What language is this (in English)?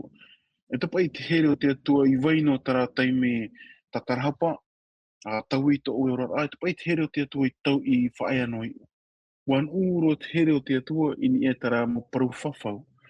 Tahitian